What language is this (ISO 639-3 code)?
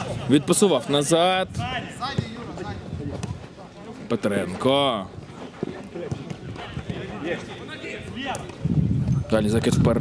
ukr